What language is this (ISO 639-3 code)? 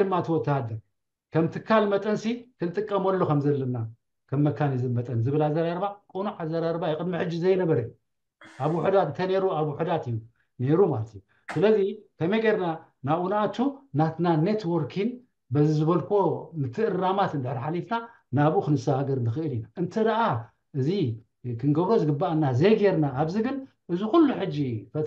tir